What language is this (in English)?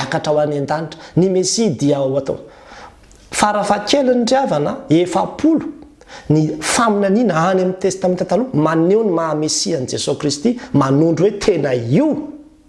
Malagasy